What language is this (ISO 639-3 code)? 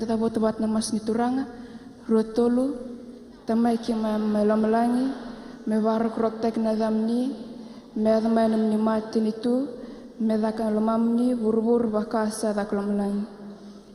fij